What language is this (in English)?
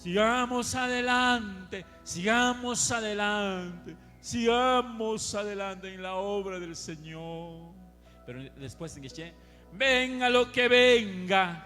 Kekchí